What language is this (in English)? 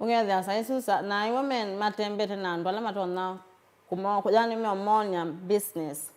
Kamba